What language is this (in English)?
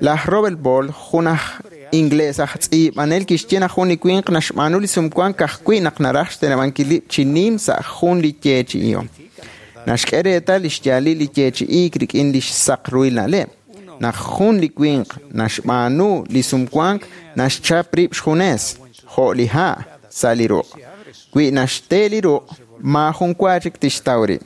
Kekchí